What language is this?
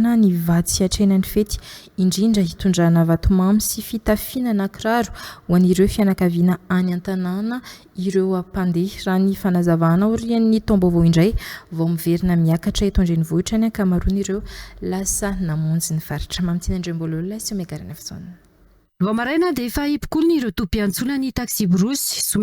Malagasy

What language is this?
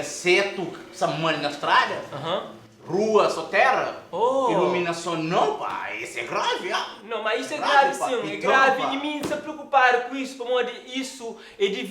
Kabuverdianu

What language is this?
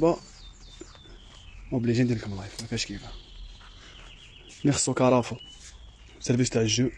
Algerian Arabic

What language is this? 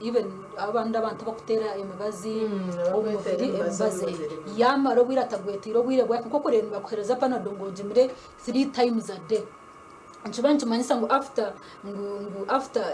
Nyankole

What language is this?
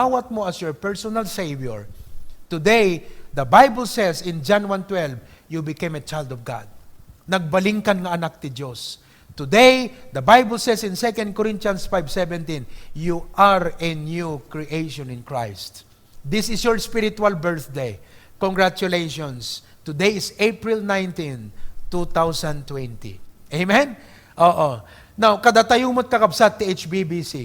Iloko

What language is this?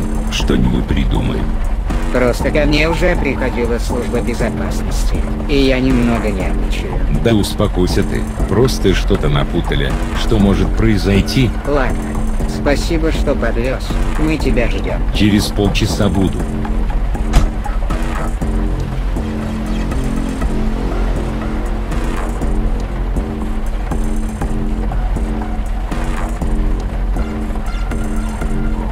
Russian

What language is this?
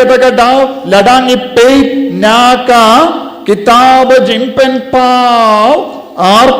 Khasi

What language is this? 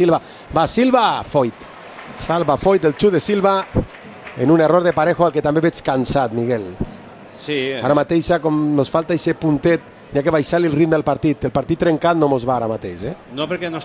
Catalan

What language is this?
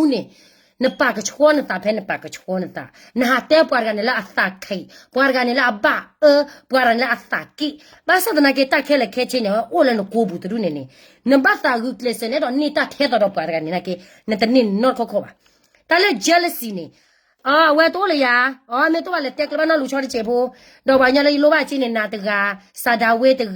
S'gaw Karen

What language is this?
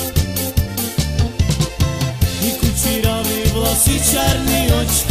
Slovak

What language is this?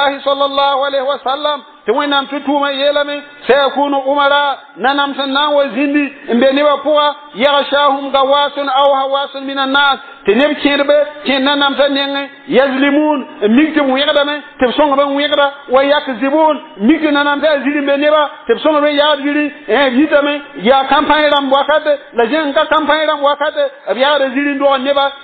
Mossi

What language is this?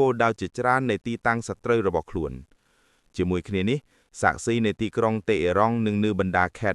Khmer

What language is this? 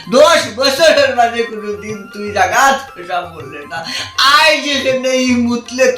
Sylheti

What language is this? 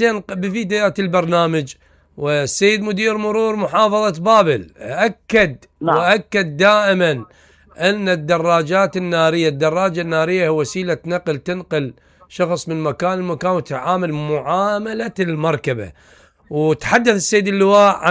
Mesopotamian Arabic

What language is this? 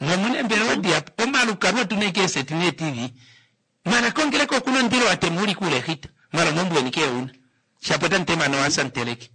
Kuanyama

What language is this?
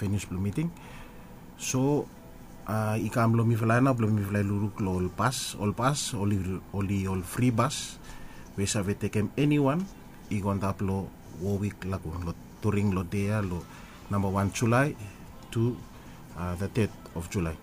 Bislama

